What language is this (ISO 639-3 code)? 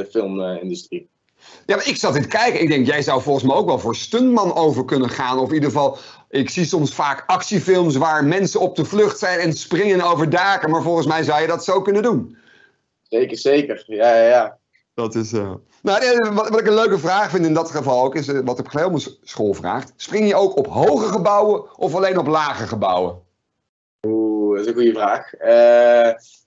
nld